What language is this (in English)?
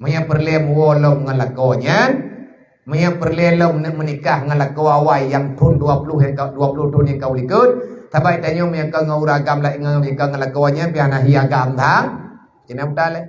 Achinese